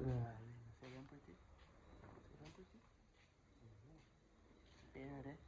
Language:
Jamaican Creole English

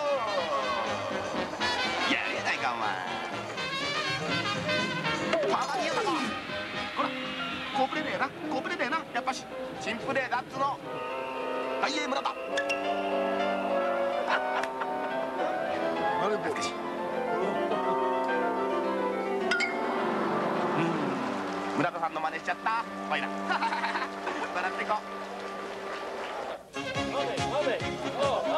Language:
Japanese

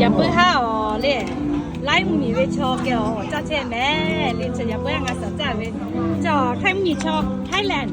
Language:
Lahu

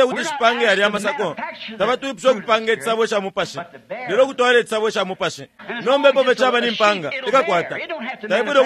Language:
Bemba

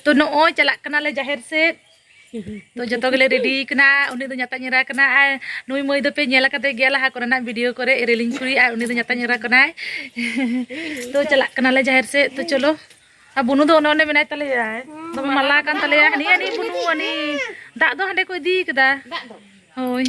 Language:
Santali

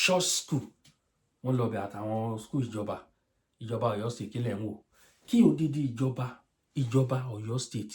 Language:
Yoruba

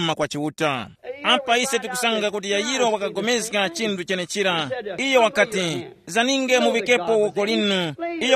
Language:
Tumbuka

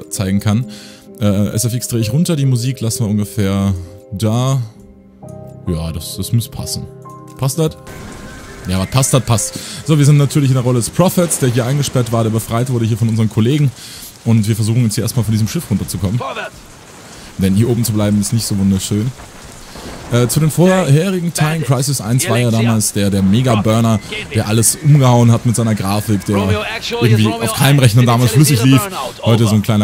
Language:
German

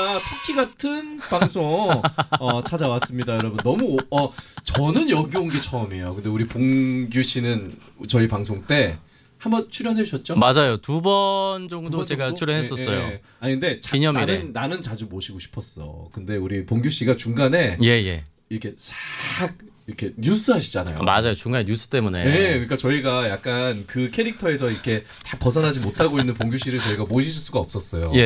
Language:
Korean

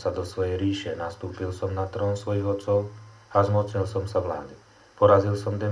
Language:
Slovak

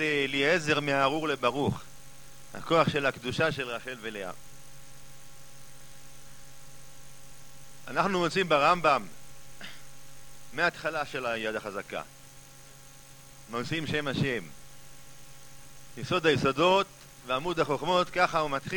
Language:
Hebrew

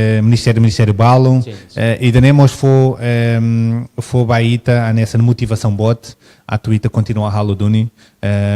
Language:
Tetum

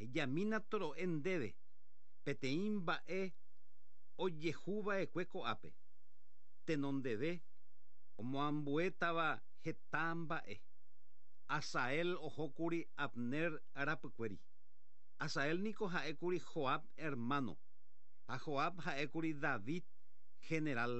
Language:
Guarani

